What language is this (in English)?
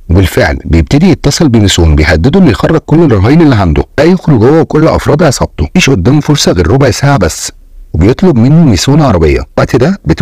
Egyptian Arabic